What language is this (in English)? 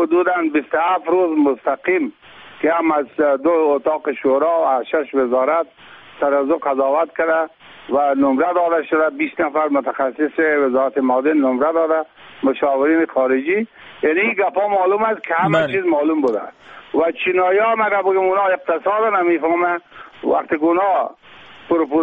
Persian